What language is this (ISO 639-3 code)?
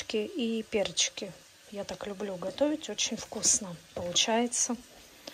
rus